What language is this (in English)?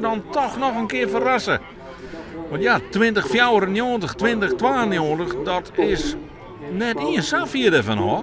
Western Frisian